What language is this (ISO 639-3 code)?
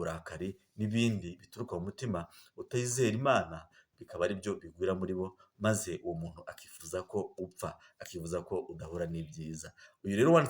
kin